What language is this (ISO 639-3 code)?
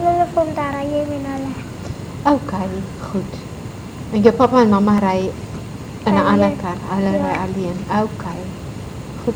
afr